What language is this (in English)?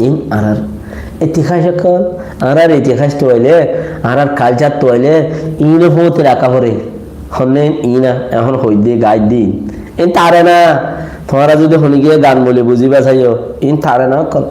Rohingya